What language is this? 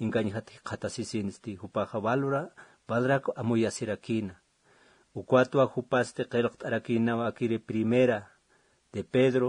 Aymara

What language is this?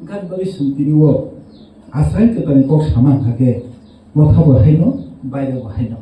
Kok Borok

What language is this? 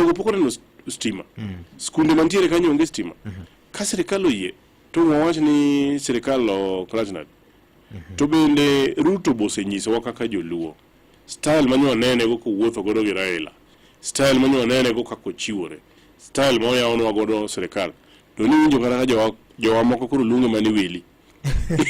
Luo (Kenya and Tanzania)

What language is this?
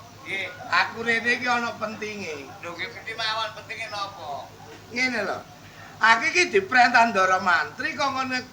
Javanese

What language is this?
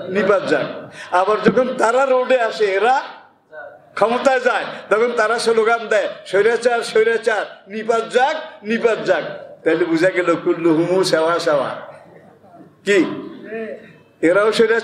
Bangla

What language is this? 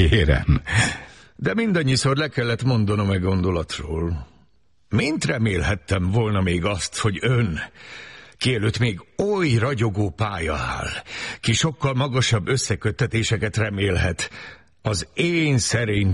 Hungarian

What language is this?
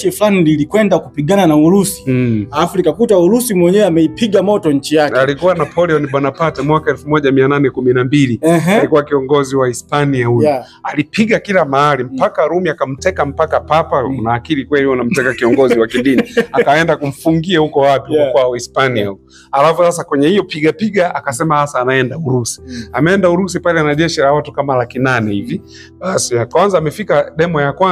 Swahili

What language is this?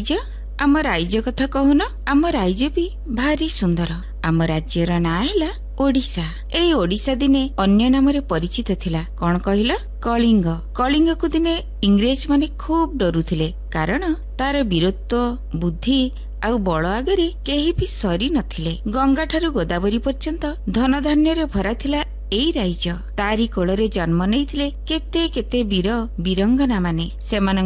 Odia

